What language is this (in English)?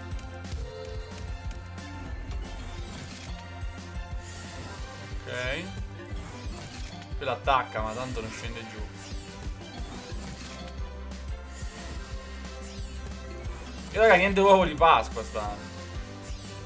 Italian